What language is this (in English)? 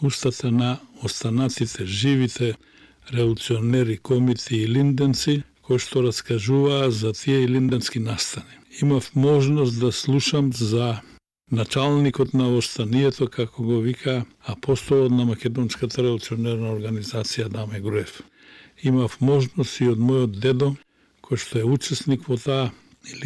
Macedonian